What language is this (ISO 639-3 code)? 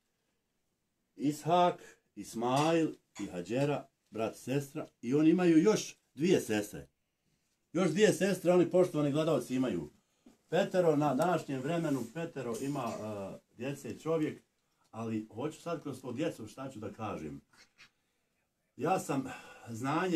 bos